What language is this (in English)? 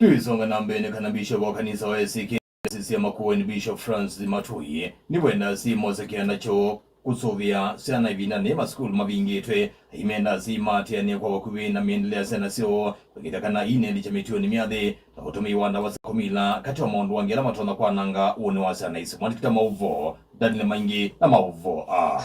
Kamba